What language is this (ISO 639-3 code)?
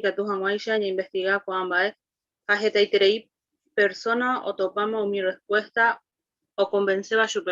grn